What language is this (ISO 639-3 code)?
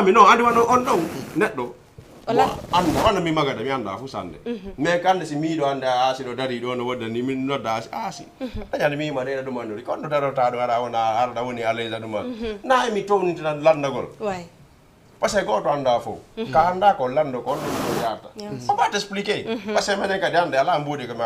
ful